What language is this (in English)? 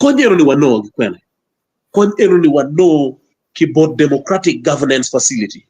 Acoli